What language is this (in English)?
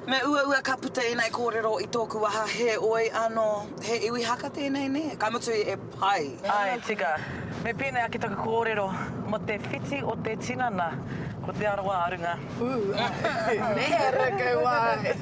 Māori